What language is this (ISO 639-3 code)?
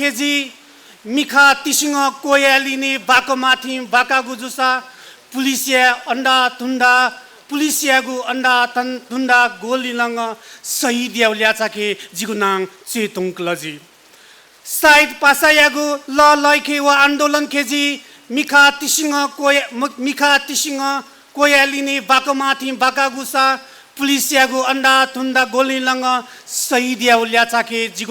new